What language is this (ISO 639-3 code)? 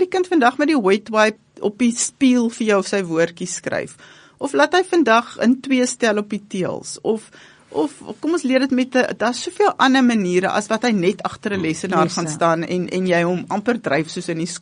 afr